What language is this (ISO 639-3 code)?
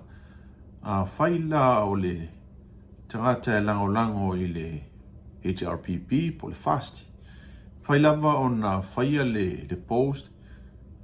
smo